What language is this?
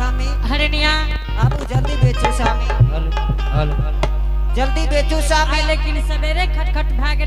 Angika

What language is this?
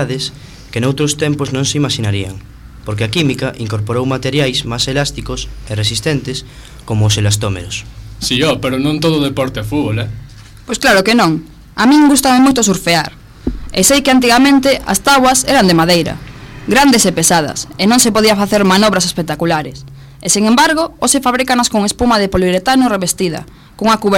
Galician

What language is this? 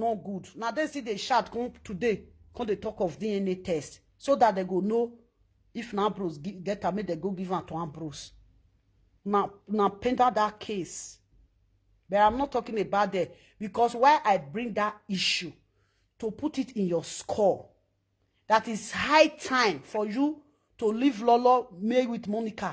Nigerian Pidgin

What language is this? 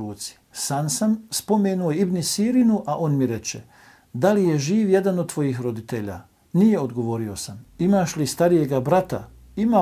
Bosnian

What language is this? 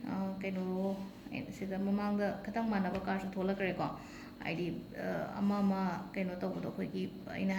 Manipuri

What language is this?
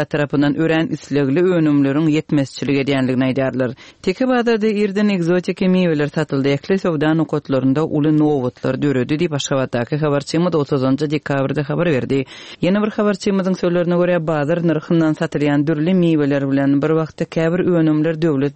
Turkmen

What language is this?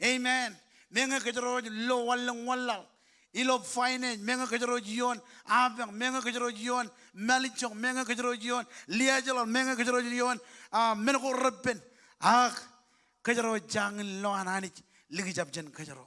Marshallese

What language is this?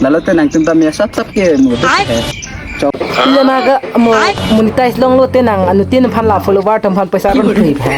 Karbi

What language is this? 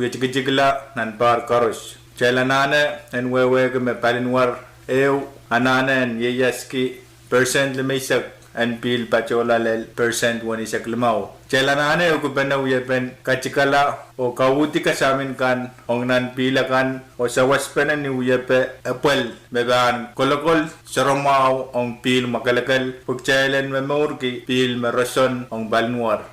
Pohnpeian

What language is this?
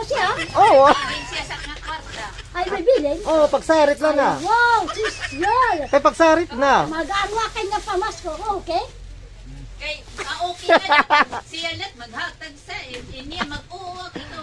Waray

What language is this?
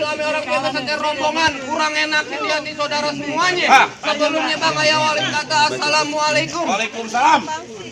Betawi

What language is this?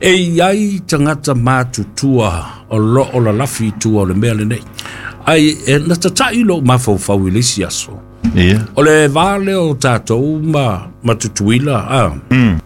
Samoan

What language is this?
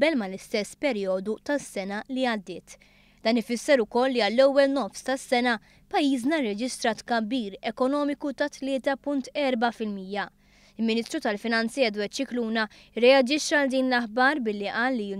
Maltese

